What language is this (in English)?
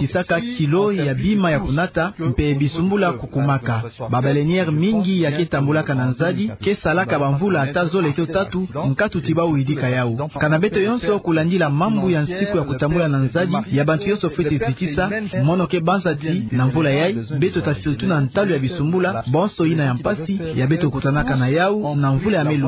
Kituba (Democratic Republic of Congo)